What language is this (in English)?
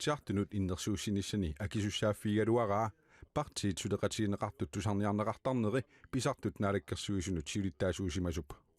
Kalaallisut